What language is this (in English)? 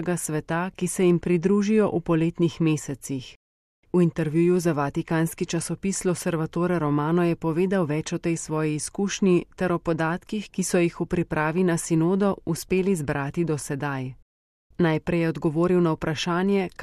Slovenian